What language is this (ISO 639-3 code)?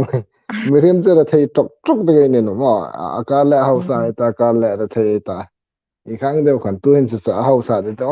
hmr